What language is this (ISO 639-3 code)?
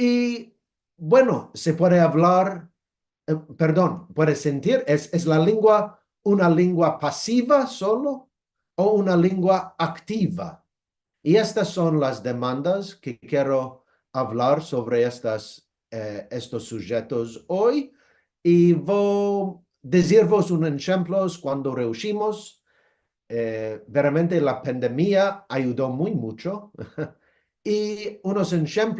lad